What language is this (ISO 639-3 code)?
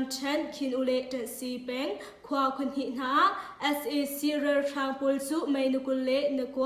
cnh